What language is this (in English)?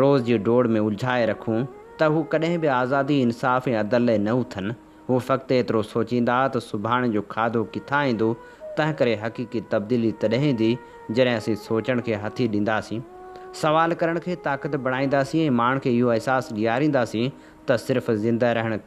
Sindhi